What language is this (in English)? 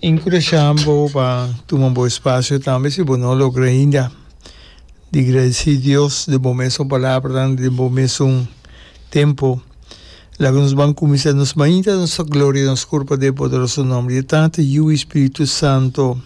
Papiamento